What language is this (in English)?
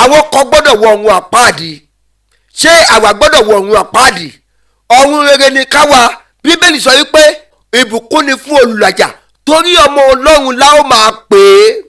Yoruba